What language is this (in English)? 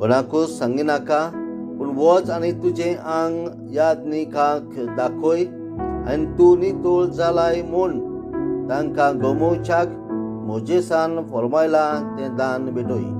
Konkani